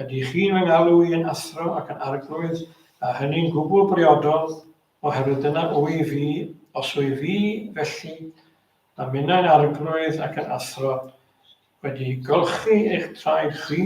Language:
Welsh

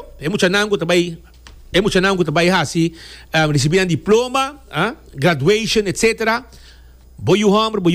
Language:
Papiamento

